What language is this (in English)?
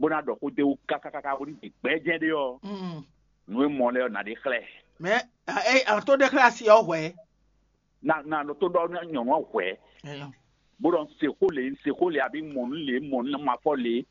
Fon